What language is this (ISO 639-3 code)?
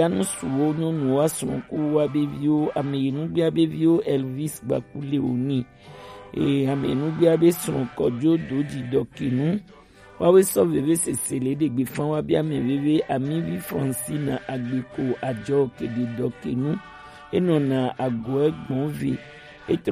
gej